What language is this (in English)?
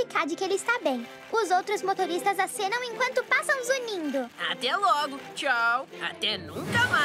Portuguese